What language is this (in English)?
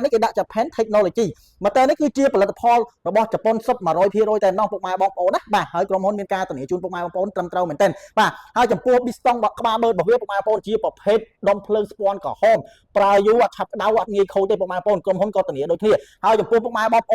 Khmer